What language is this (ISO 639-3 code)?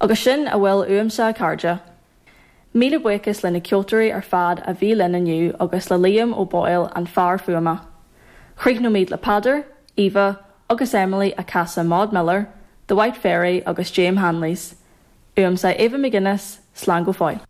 gle